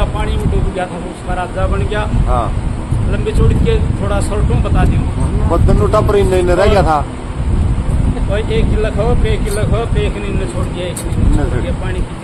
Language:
Hindi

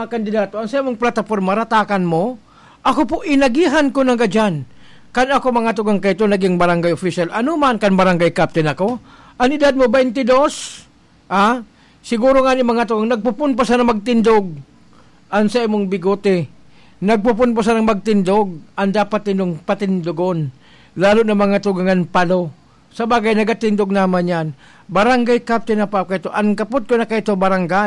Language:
Bikol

